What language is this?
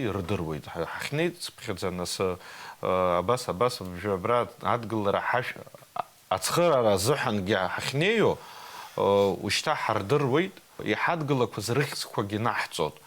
Abkhazian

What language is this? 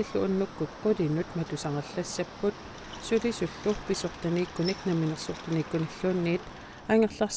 Kalaallisut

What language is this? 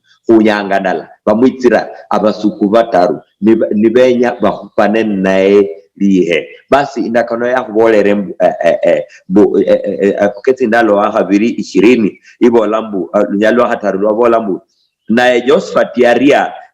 Luyia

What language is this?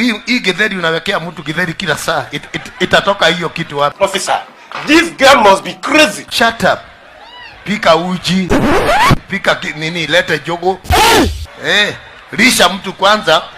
Swahili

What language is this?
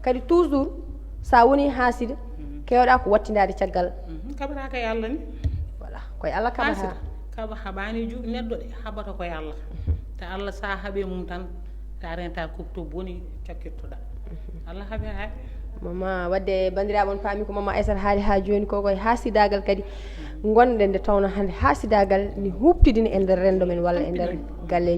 Fula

